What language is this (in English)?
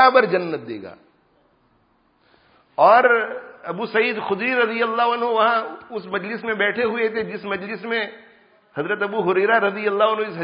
Urdu